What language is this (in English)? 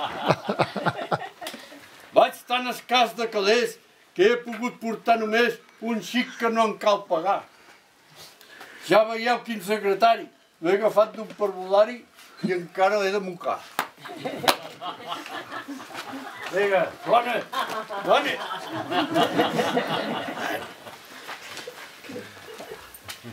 Catalan